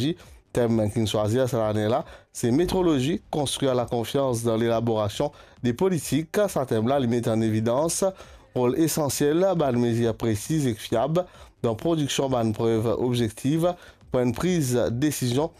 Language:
Morisyen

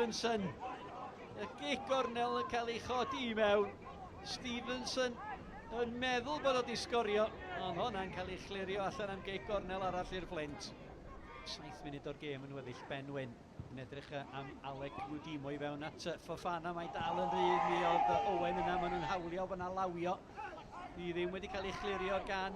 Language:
Welsh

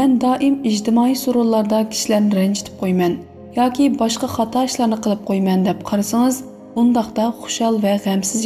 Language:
Uyghur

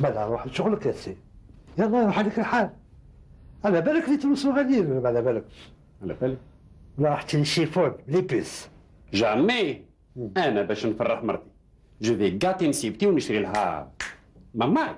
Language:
Algerian Arabic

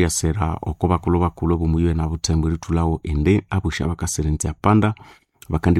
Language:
Nande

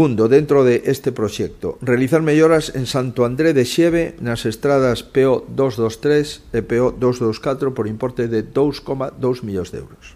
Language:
Galician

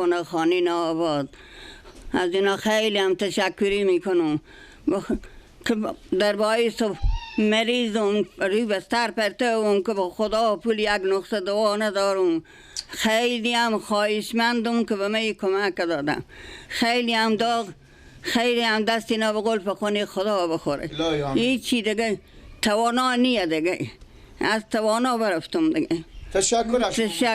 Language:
Persian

